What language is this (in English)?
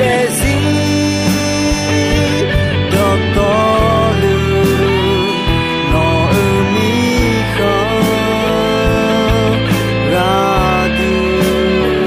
Akha